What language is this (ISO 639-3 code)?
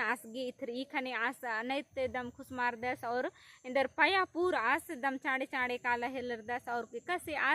kru